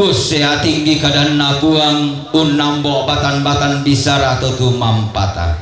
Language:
Toraja-Sa'dan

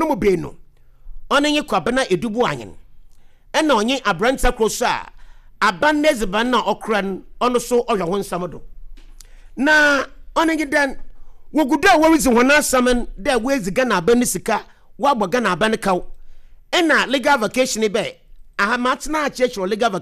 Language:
Akan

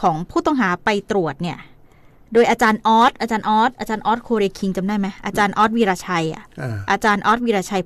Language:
Thai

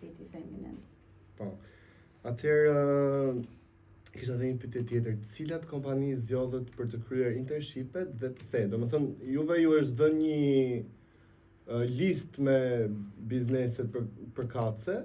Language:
Albanian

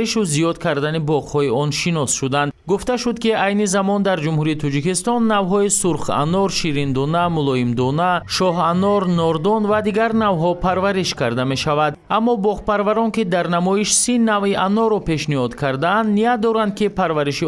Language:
Tajik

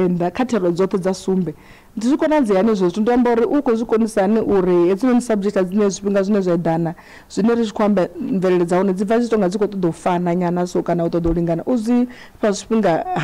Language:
Venda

